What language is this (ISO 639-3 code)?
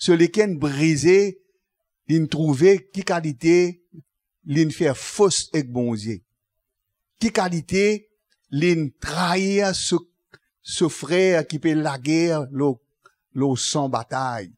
mfe